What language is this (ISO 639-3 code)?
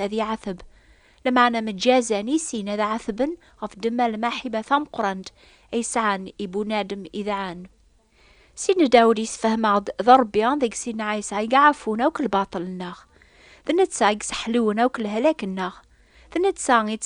kab